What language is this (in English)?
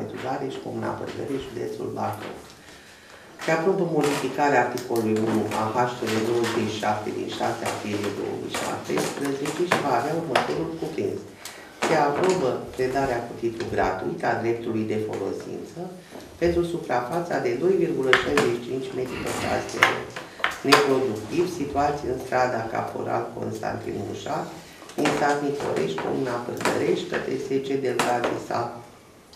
Romanian